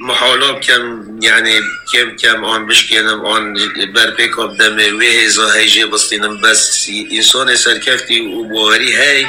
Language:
Kurdish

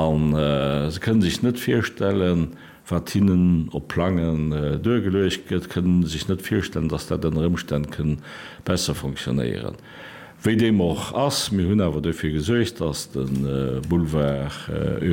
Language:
Luxembourgish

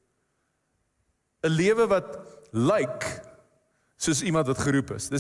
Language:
Afrikaans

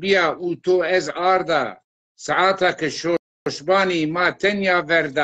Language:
Zaza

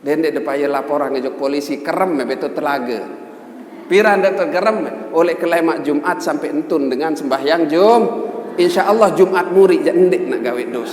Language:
Sasak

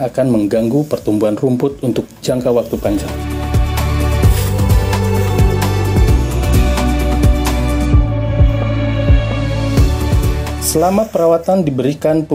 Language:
Indonesian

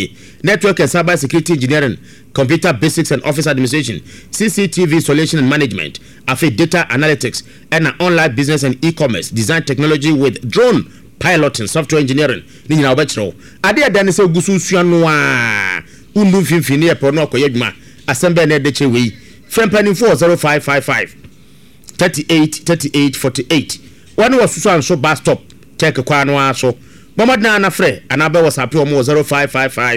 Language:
Akan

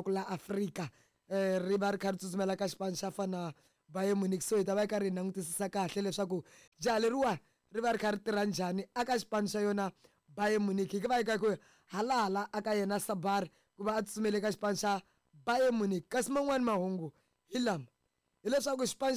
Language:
Tsonga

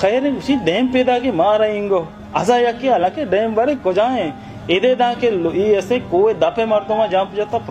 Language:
Baluchi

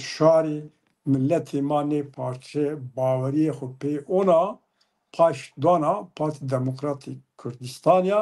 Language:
Zaza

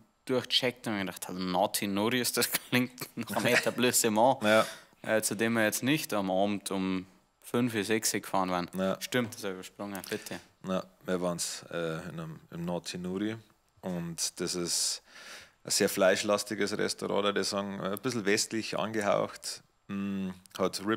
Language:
Bavarian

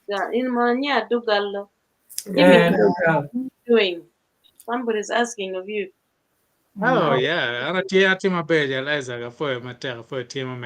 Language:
Acoli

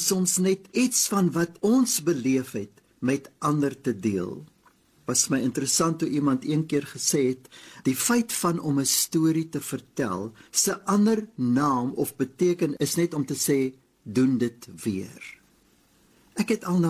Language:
Afrikaans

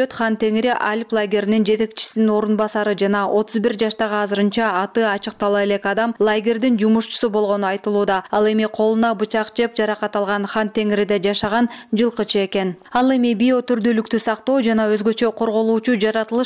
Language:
Kyrgyz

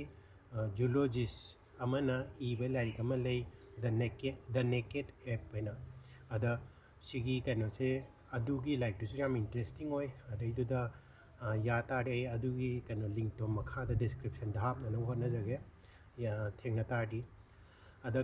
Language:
Manipuri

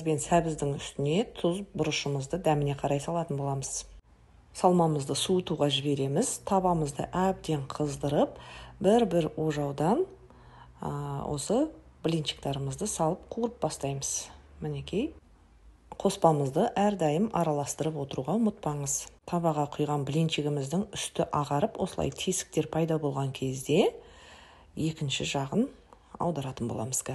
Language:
Kazakh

